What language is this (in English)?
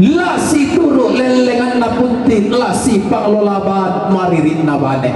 Toraja-Sa'dan